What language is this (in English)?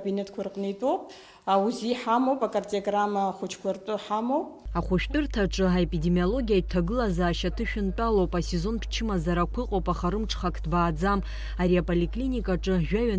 Abkhazian